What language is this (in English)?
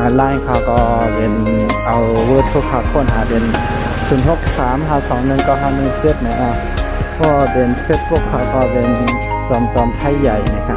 Shan